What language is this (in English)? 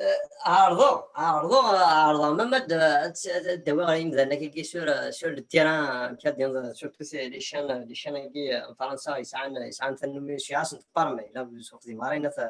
Kabyle